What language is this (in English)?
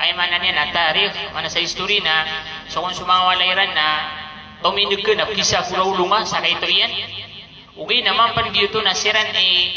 Maranao